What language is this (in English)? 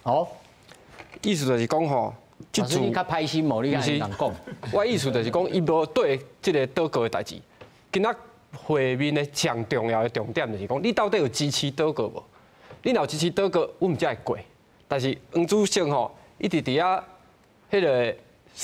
Min Nan Chinese